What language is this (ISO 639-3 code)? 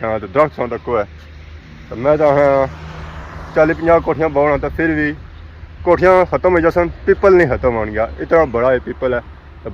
phr